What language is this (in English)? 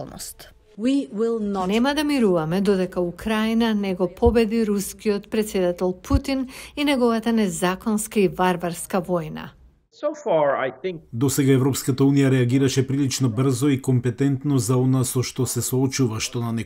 Macedonian